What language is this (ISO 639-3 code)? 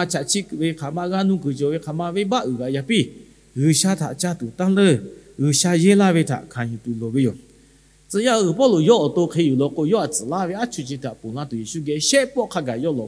lhu